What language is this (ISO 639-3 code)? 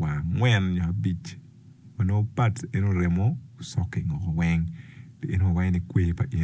ach